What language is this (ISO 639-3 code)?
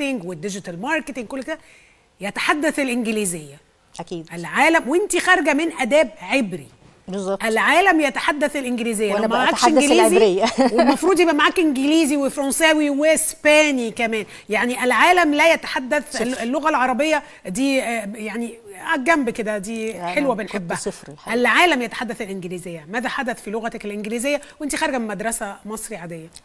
arz